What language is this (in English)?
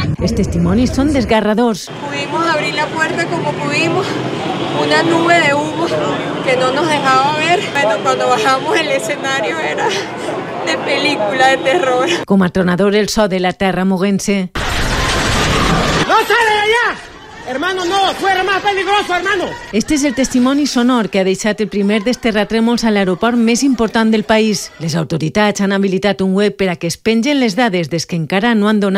Catalan